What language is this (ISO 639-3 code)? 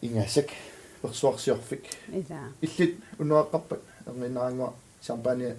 kal